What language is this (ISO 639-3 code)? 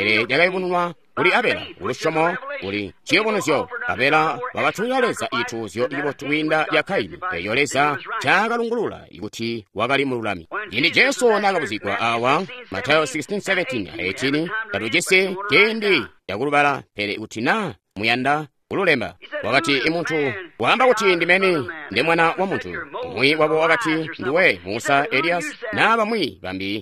toi